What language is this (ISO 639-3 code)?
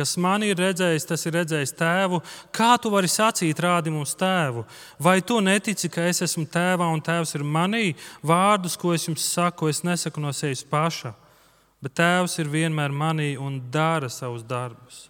lav